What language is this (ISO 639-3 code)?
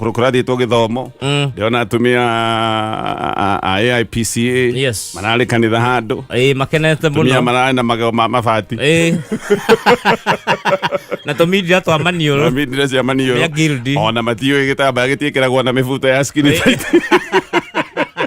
kik